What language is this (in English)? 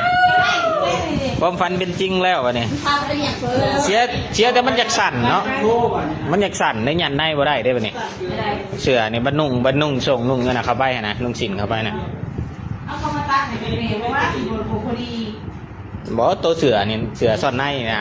Lao